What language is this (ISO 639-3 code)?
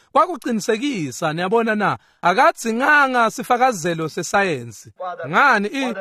ssw